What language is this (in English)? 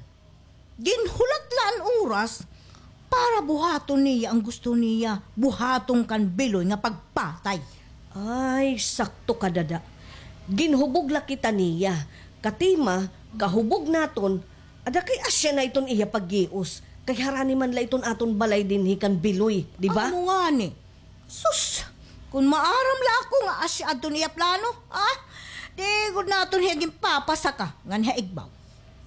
Waray